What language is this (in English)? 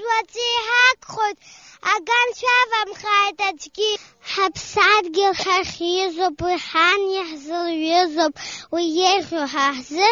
Abkhazian